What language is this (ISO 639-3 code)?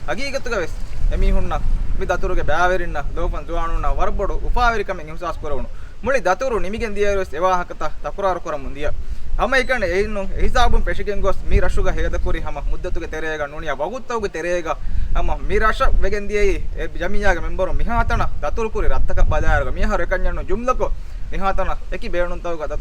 div